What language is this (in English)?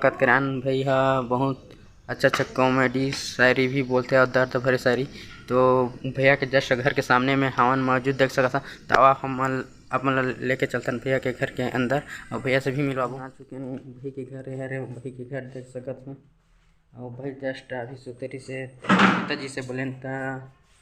Chhattisgarhi